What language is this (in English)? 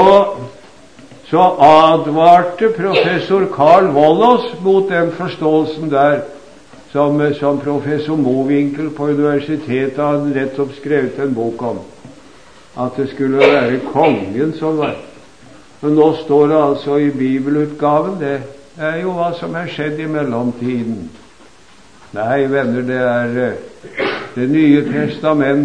Norwegian